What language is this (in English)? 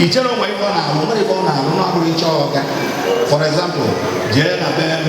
Igbo